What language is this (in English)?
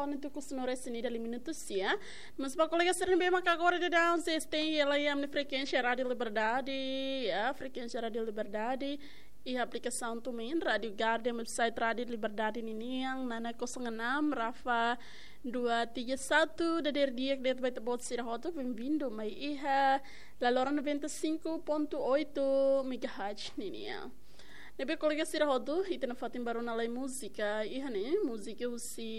Tetum